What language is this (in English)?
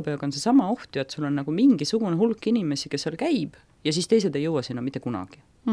Estonian